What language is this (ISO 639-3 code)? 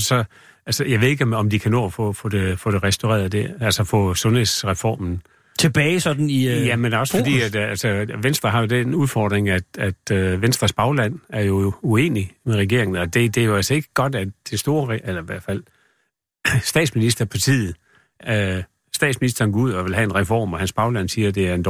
dan